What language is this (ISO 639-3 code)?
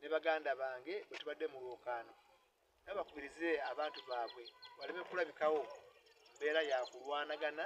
lug